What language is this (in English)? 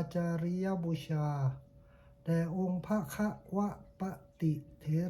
Pali